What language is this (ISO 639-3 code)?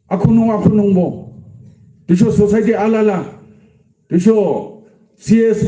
yim